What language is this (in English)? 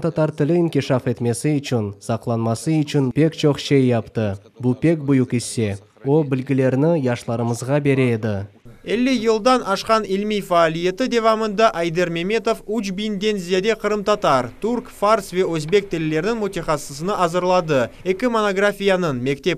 Crimean Tatar